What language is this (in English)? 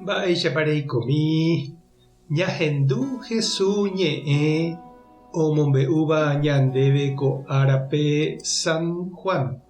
Guarani